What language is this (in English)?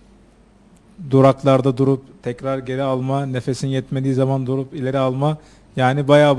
Turkish